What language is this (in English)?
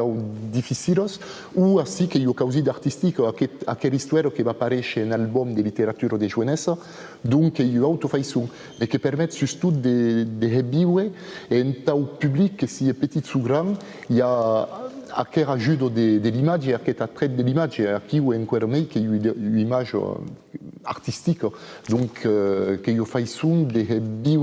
Occitan